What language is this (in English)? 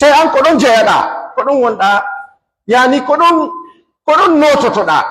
Pular